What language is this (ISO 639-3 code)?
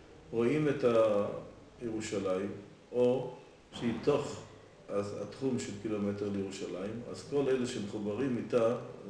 heb